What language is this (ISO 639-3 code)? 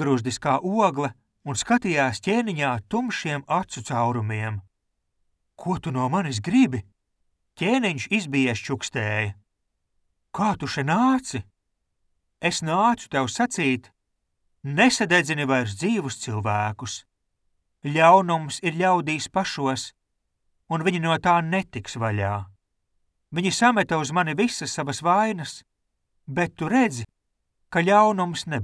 lav